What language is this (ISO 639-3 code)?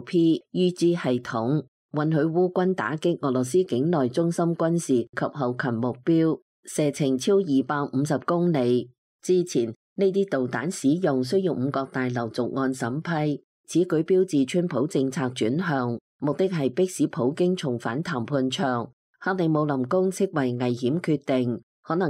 yue